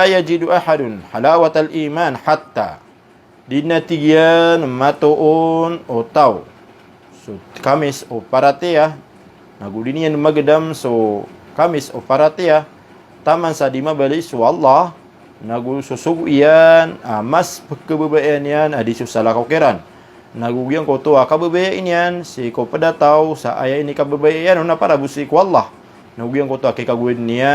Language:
Maranao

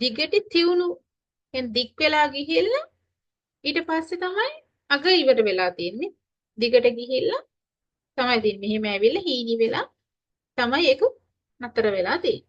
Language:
Sinhala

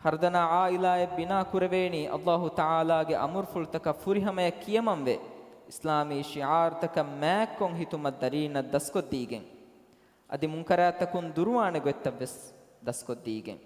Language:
Divehi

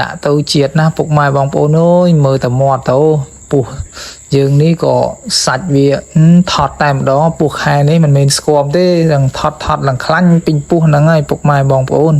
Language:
Khmer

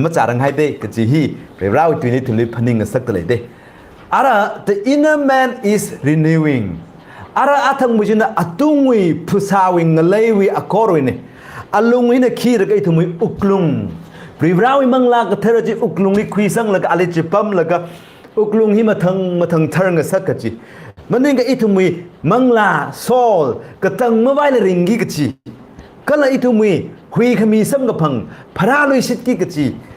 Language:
Tangkhul Naga (India)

